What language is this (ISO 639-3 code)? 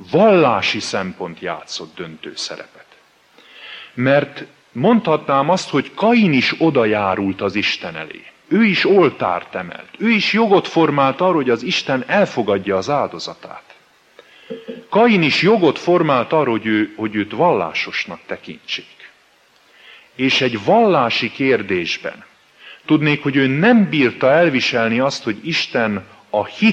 hun